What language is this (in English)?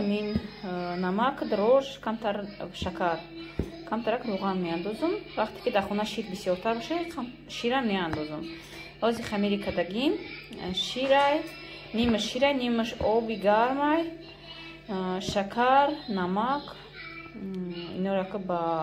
Tajik